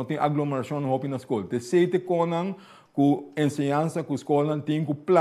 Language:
Papiamento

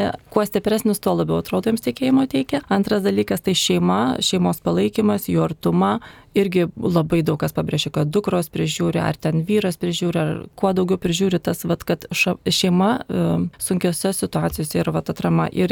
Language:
Lithuanian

